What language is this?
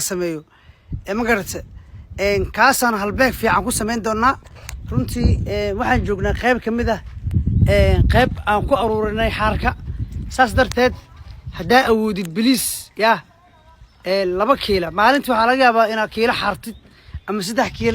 Somali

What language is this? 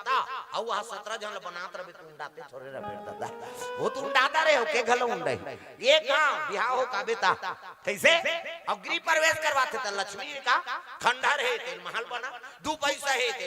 Chhattisgarhi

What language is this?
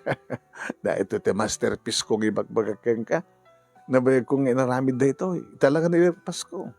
Iloko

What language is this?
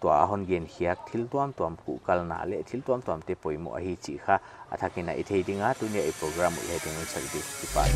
Paite Chin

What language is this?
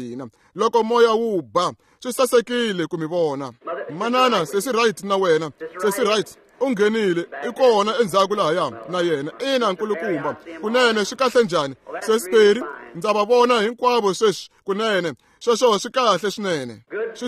Tsonga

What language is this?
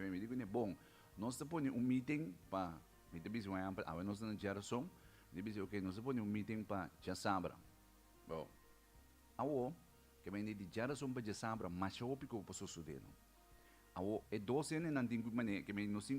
Papiamento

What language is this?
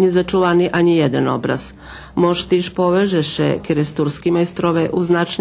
Rusyn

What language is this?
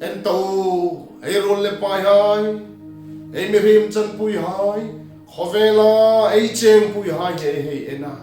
Hmar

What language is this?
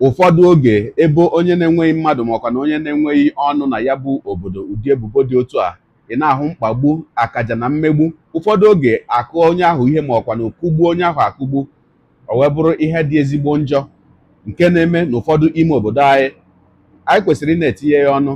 Igbo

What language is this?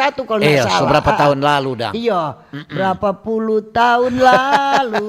Manado Malay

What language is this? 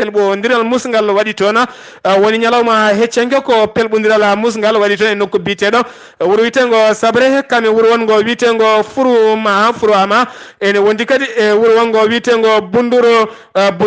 Fula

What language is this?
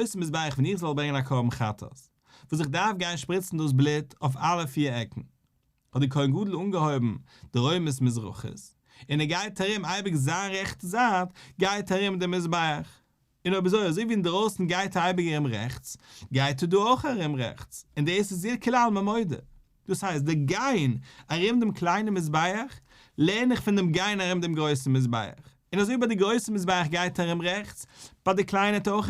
Yiddish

